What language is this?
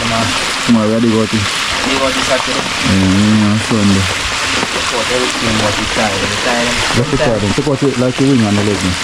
Jamaican Creole English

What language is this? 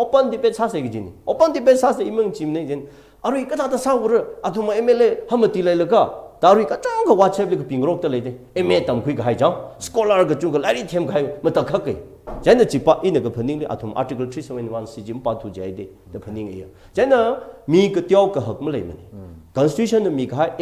Tangkhul Naga (India)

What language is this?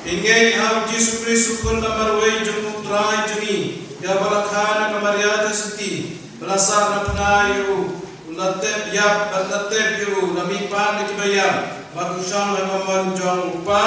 Khasi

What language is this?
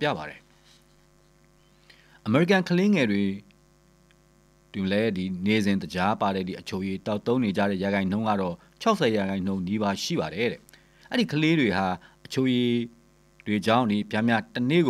Burmese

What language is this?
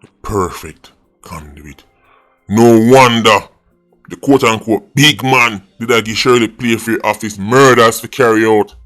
Jamaican Creole English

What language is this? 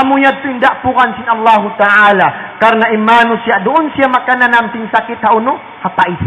Tausug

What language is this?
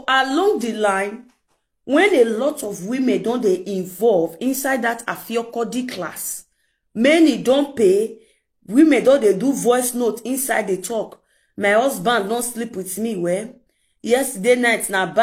Nigerian Pidgin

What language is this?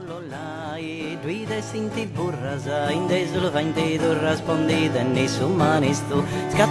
Sardinian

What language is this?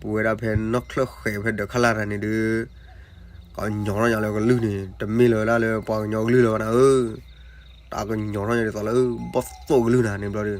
S'gaw Karen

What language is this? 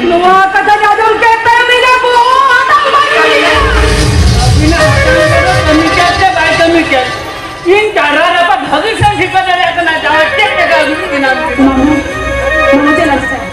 Santali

